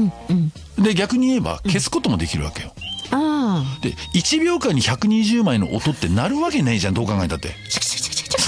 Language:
Japanese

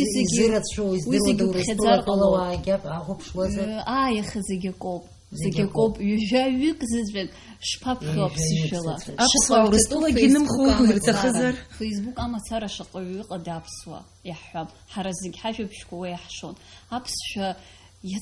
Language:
Abkhazian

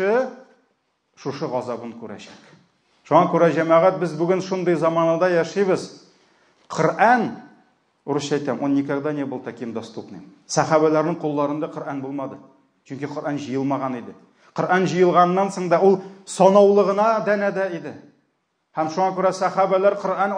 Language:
Tatar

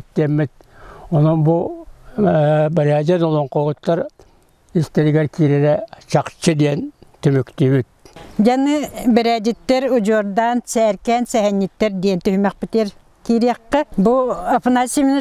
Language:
Yakut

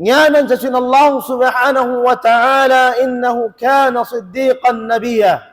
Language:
Tausug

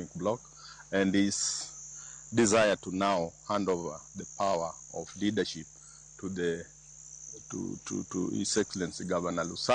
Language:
Luo (Kenya and Tanzania)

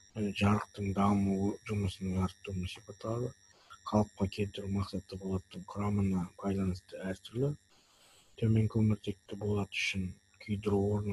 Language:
Kazakh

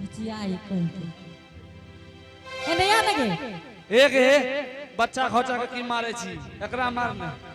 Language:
Angika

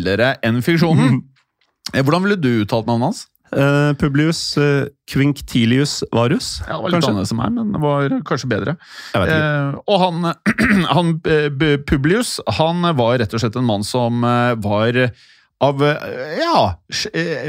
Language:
Norwegian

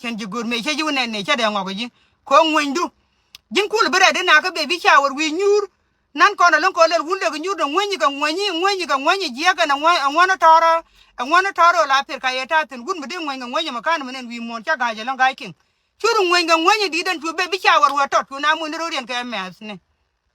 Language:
Nuer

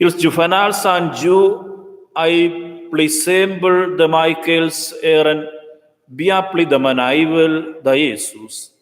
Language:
Romansh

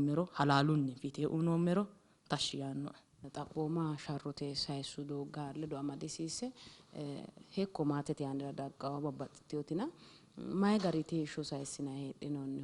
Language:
Sidamo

